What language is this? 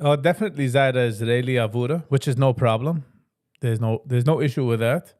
Yiddish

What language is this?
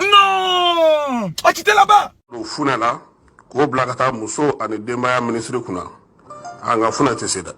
Bambara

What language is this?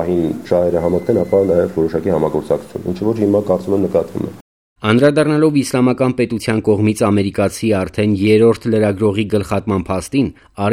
Armenian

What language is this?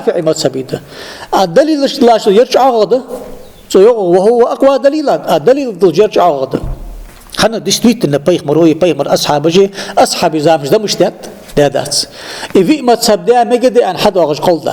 Ingush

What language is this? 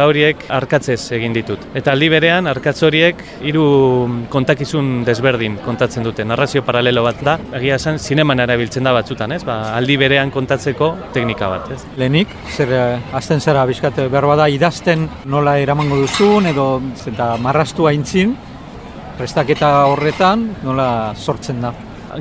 Basque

